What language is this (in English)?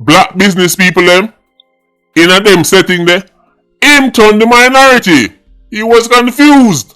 Jamaican Creole English